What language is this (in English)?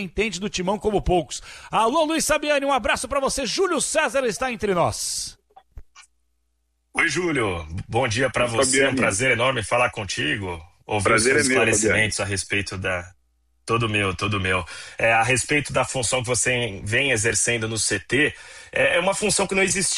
Portuguese